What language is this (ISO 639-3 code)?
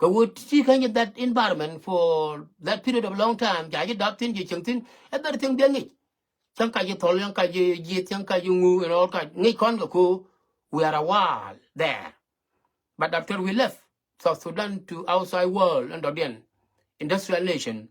nus